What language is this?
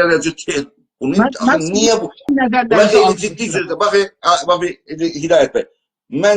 South Azerbaijani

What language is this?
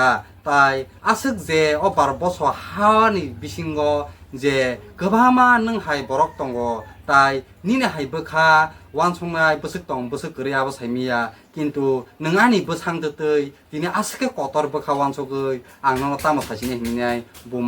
Kok Borok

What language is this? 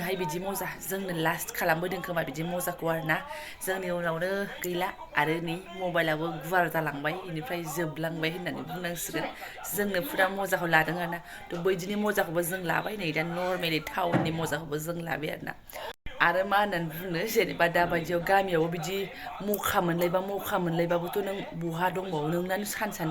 Bodo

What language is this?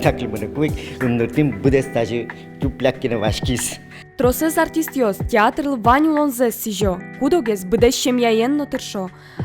Udmurt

